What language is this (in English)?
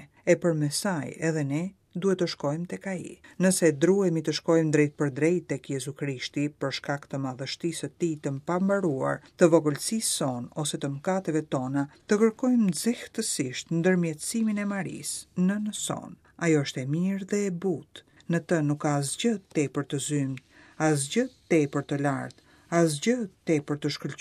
Albanian